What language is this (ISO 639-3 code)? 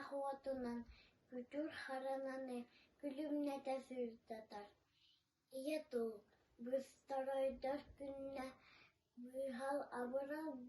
sah